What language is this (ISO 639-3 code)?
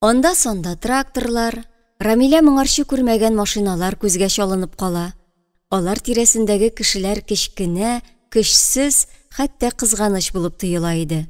tat